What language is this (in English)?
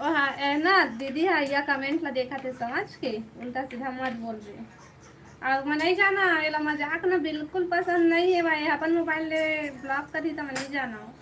Chhattisgarhi